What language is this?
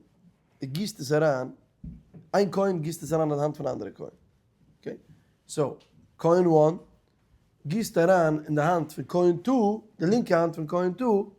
Yiddish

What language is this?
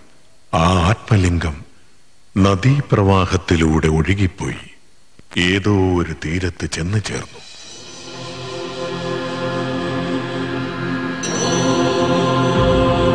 Malayalam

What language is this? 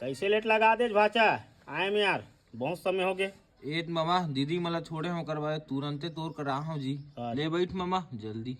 Chhattisgarhi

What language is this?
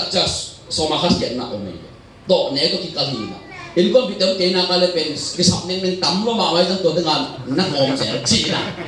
Tedim Chin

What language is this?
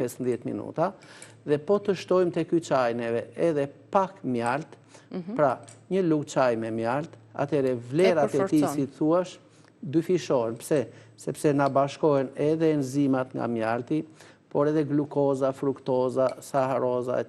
Albanian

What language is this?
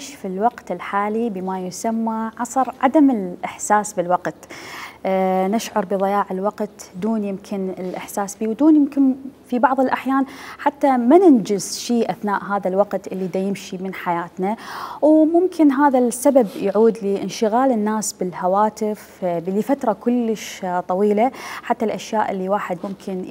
Mesopotamian Arabic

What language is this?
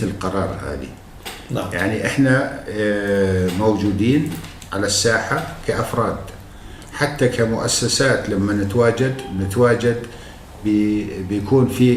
North Levantine Arabic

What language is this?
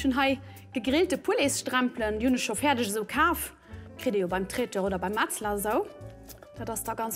Luxembourgish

